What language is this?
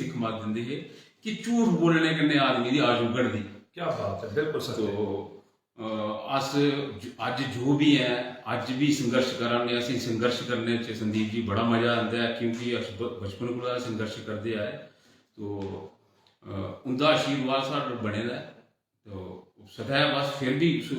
Dogri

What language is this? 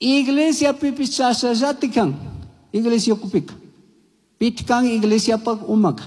Chimborazo Highland Quichua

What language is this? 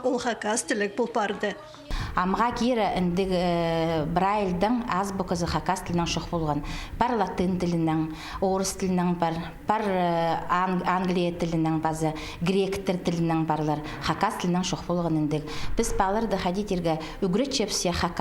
Khakas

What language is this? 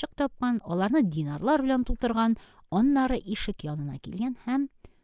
Tatar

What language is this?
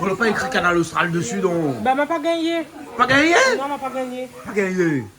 Réunion Creole French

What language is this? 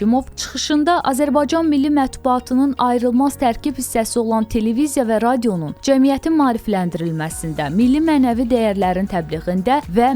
Azerbaijani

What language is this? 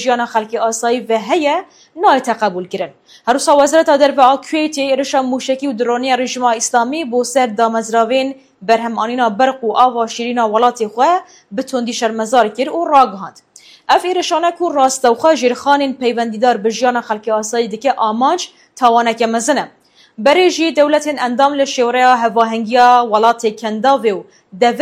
Kurdish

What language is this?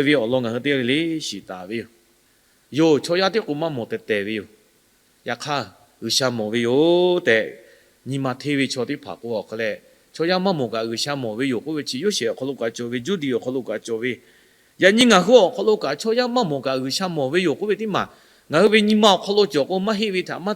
Lahu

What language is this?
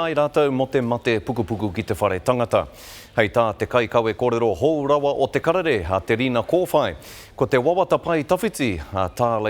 Māori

